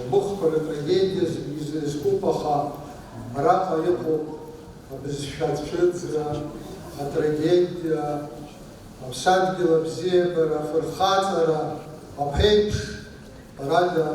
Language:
Abkhazian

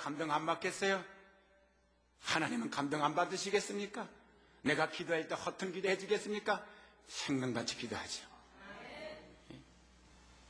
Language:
Korean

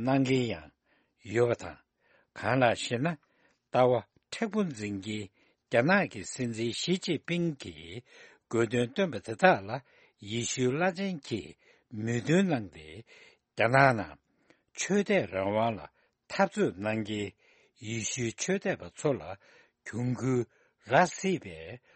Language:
Tibetan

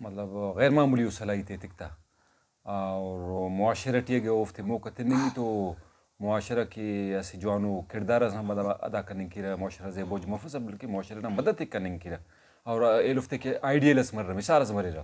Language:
Brahui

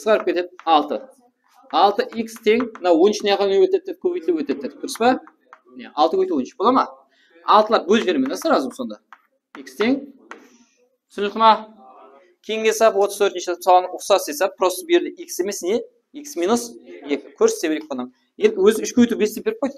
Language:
Kara-Kalpak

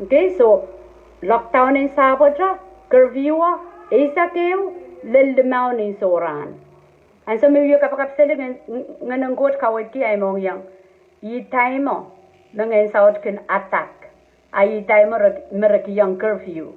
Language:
Pohnpeian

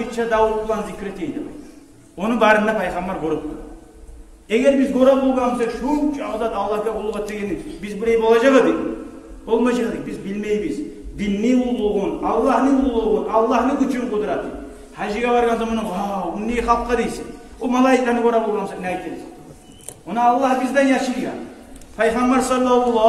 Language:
Kumyk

